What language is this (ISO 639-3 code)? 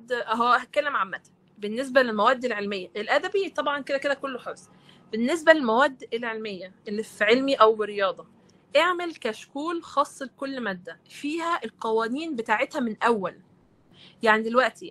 arz